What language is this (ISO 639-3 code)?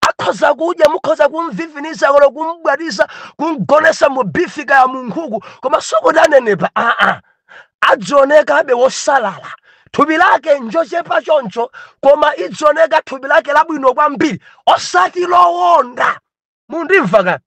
nya